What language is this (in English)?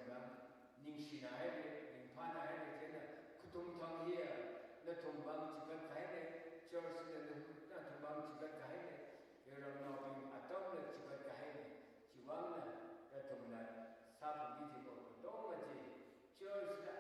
Tangkhul Naga (India)